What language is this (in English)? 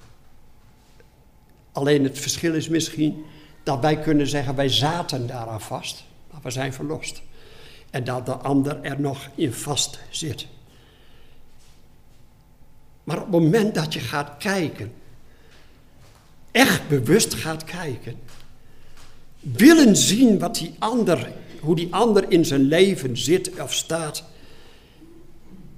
Dutch